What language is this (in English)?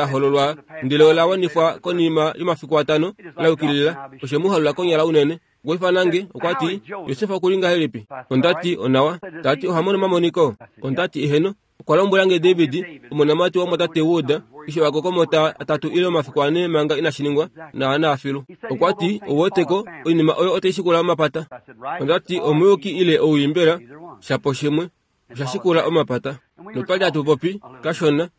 Kuanyama